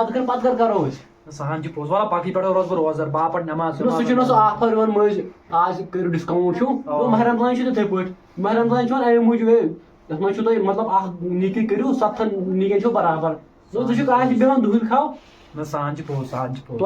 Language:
Kashmiri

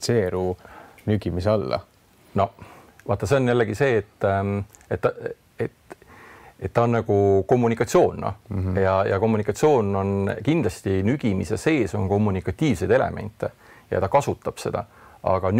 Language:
Estonian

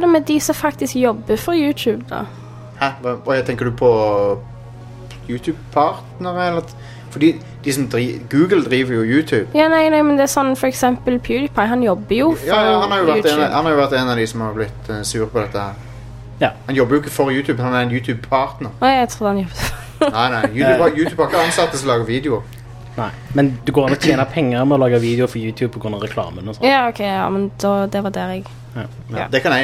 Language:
Norwegian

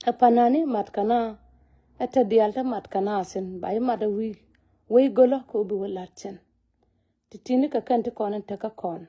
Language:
Nuer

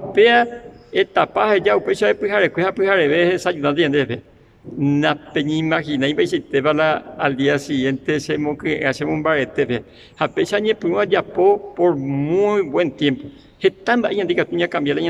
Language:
Guarani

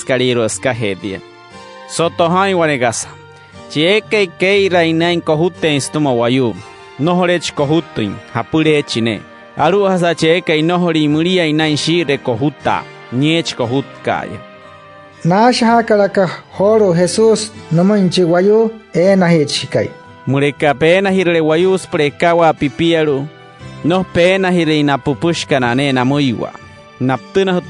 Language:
Wayuu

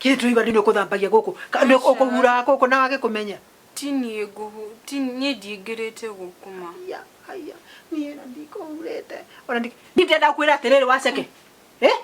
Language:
Kikuyu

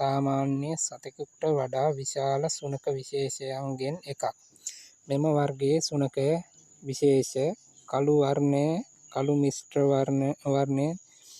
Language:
Sinhala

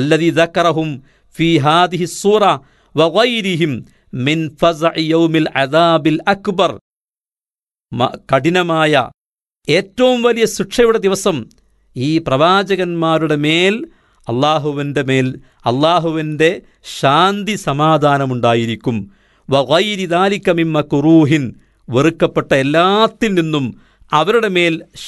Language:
Malayalam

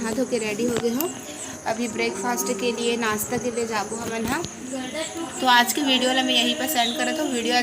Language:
Chhattisgarhi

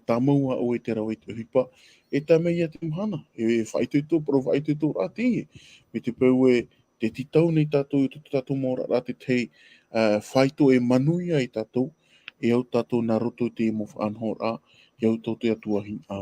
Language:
Tahitian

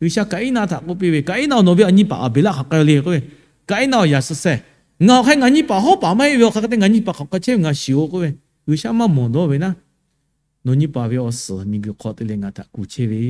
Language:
Lahu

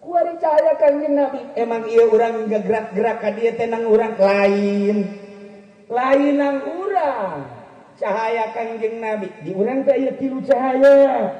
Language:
Sundanese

